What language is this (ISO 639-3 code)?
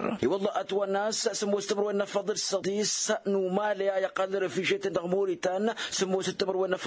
taq